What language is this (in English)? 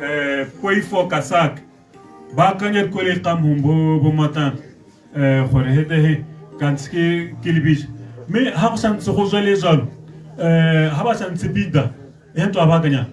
Tswana